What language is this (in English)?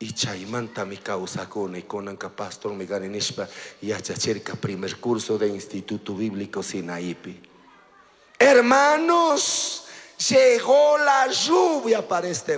Chimborazo Highland Quichua